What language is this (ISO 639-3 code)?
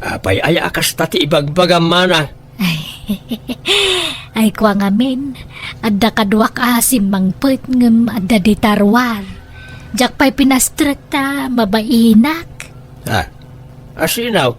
ilo